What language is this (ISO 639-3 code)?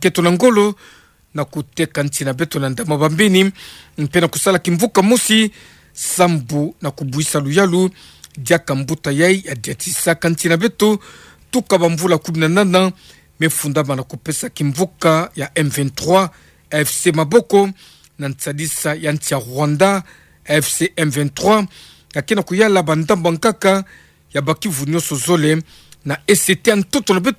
ktu